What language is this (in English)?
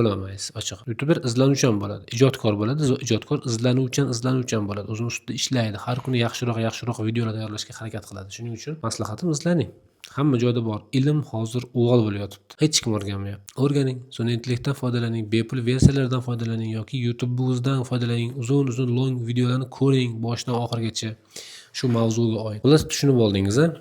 Uzbek